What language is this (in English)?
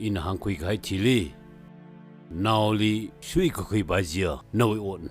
Tangkhul Naga (India)